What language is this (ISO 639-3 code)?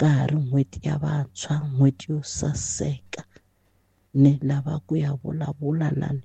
tso